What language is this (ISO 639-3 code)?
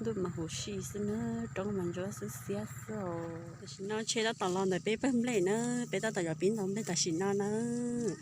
hmn